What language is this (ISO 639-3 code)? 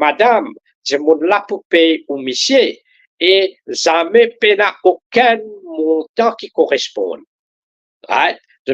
mfe